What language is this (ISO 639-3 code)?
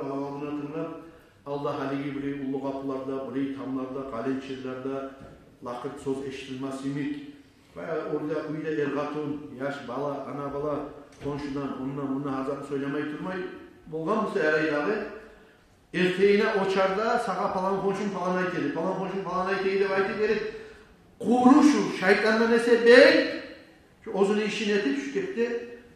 kum